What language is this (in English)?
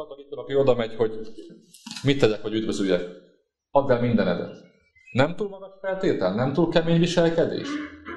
Hungarian